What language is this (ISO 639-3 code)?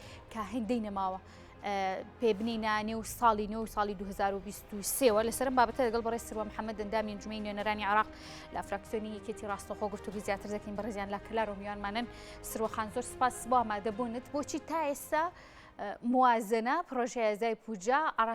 ckb